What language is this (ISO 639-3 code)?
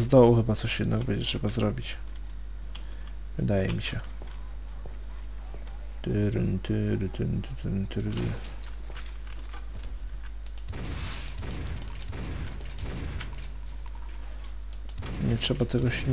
pol